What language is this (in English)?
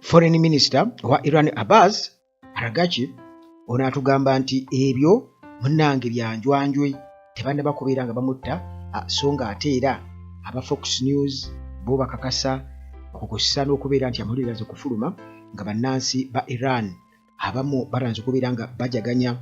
Ganda